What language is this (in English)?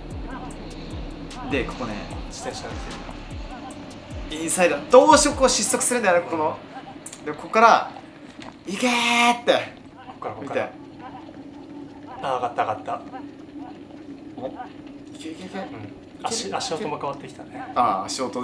Japanese